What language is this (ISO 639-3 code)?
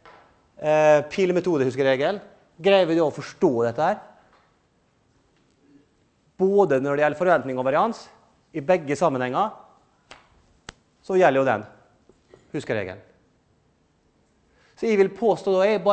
nor